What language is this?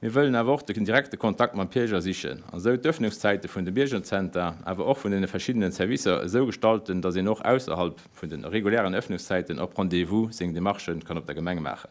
Luxembourgish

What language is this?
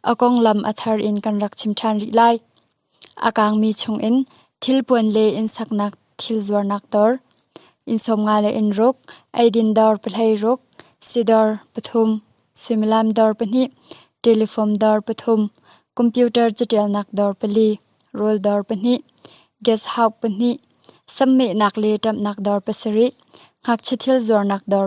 Hakha Chin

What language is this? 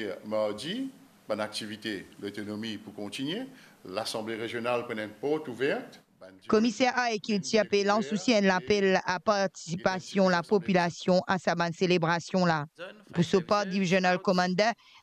Morisyen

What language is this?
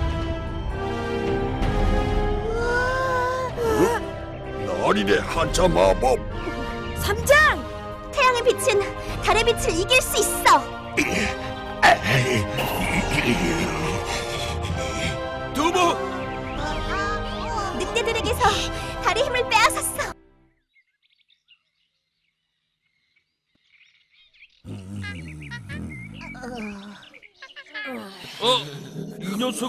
Korean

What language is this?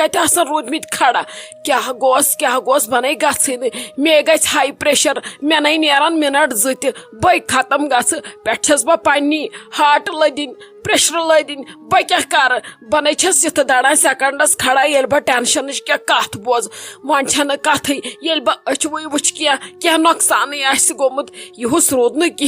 Kashmiri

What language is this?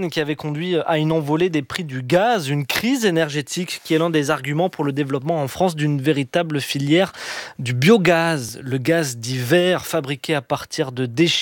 French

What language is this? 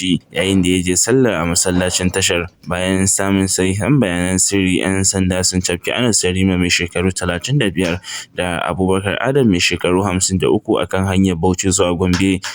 Hausa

